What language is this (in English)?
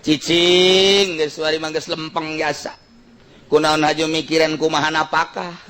Sundanese